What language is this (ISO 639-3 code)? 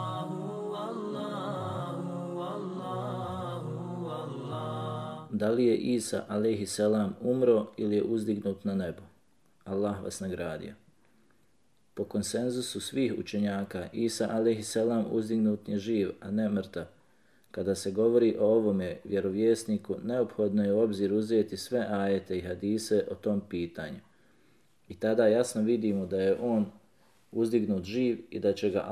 bos